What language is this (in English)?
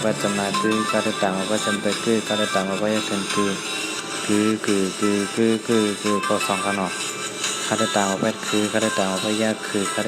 Shan